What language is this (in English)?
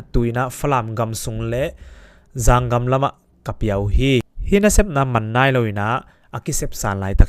Tedim Chin